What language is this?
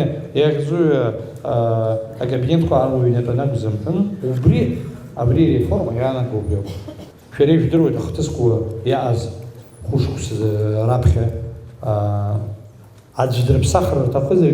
Abkhazian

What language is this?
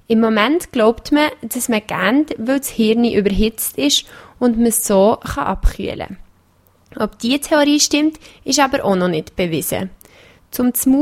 German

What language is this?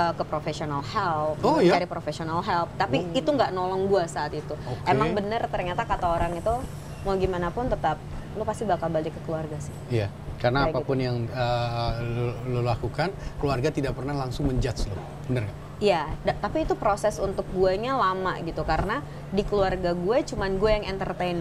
Indonesian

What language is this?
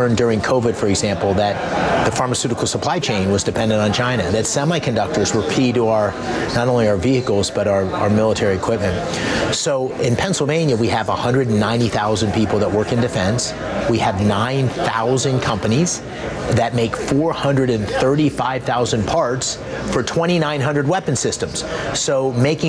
English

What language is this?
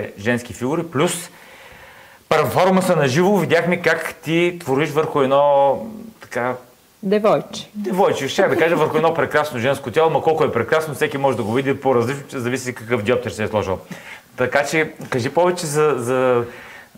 Bulgarian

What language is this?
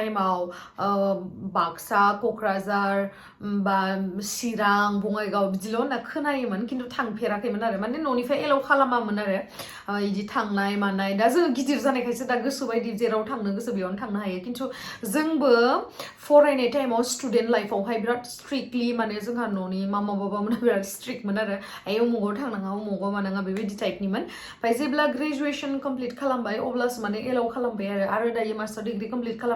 Bodo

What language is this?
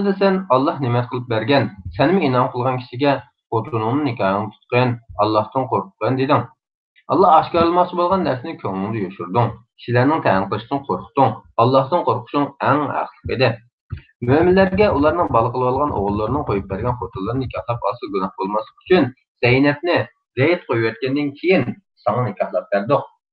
Uyghur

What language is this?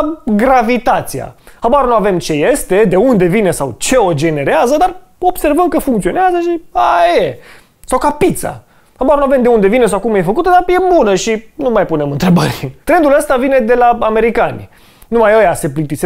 Romanian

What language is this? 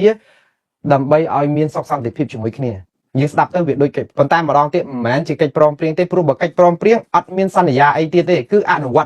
Khmer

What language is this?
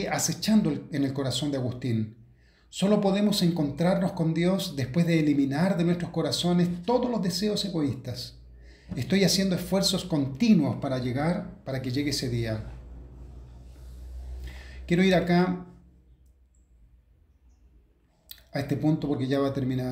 Spanish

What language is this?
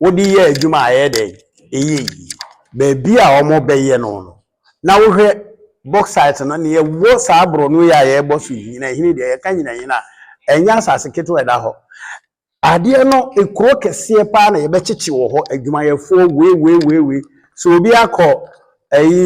Akan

